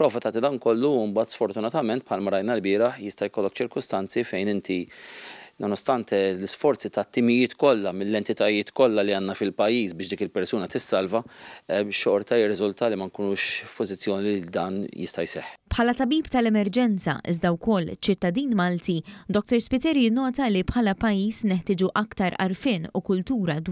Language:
Maltese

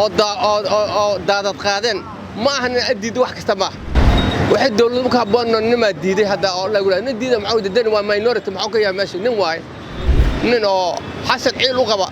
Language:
Somali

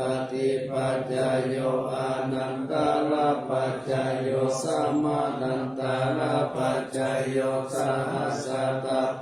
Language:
Pali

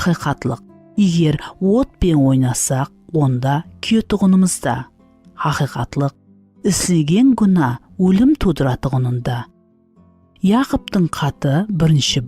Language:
Kara-Kalpak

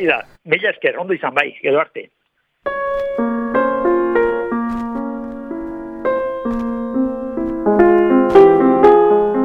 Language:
Basque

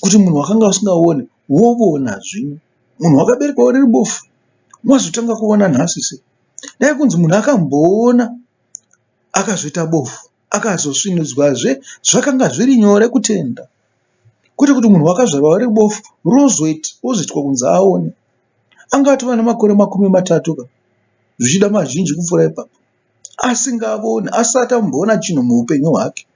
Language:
Shona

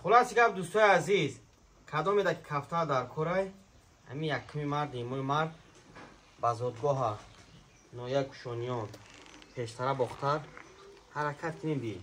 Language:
Tajik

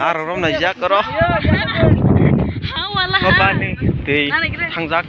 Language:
Kok Borok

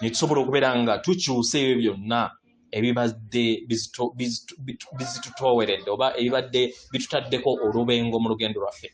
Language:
Ganda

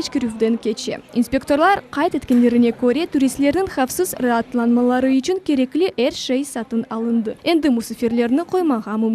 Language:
Crimean Tatar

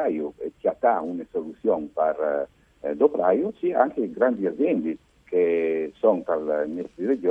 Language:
Friulian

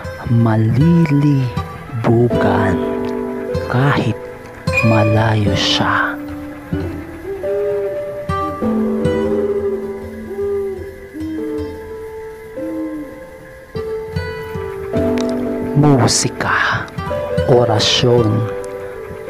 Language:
Filipino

